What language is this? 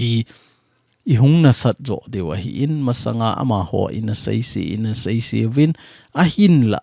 Thado Chin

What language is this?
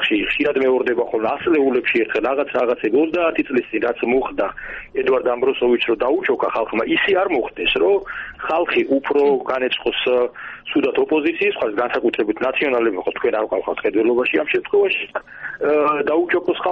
Georgian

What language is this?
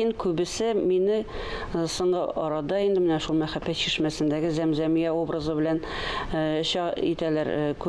Tatar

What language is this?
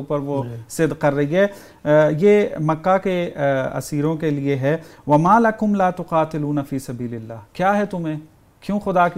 Urdu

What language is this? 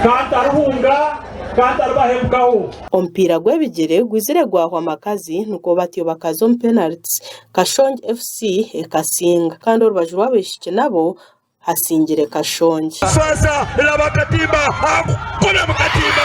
Nyankole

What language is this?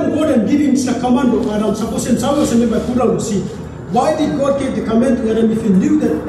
Tok Pisin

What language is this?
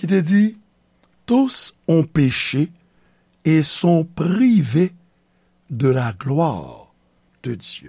Haitian Creole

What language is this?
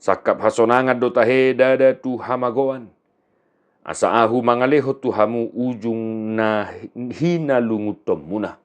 Batak Toba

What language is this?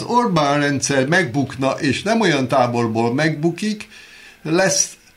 Hungarian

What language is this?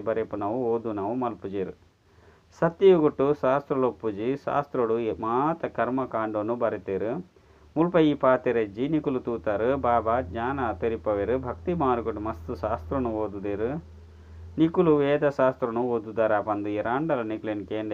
Tulu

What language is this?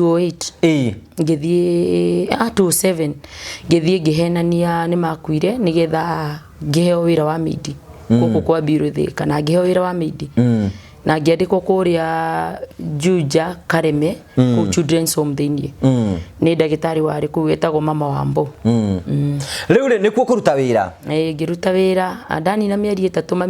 Kikuyu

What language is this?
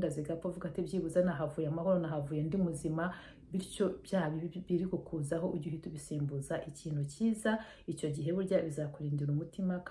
Kinyarwanda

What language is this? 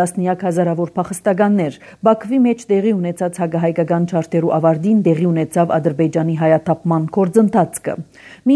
Armenian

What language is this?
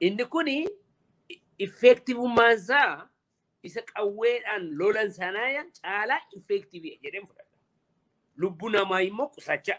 Oromo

